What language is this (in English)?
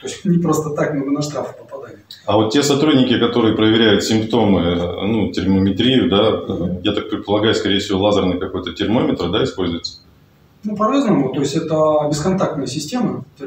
Russian